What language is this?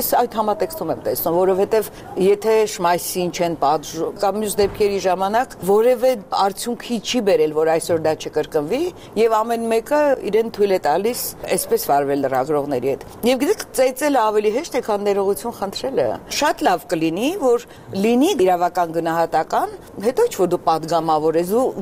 Armenian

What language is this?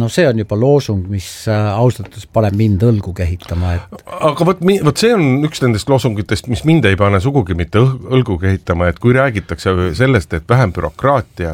Estonian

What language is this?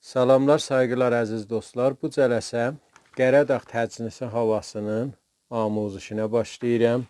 South Azerbaijani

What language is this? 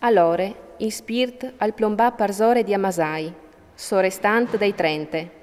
Friulian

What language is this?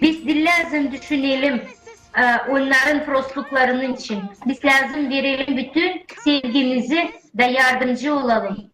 Gagauz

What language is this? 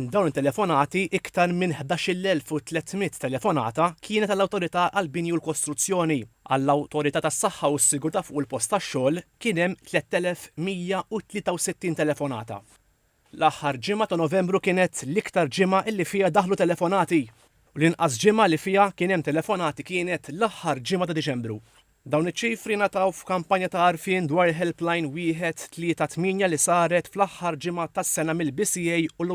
Maltese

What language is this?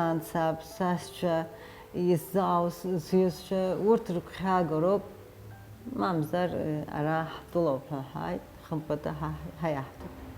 Abkhazian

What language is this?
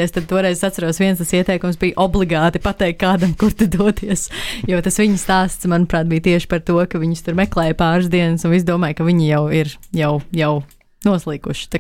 Latvian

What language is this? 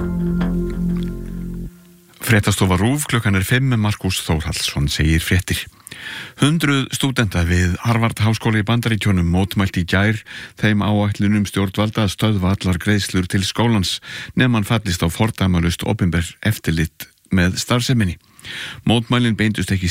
Icelandic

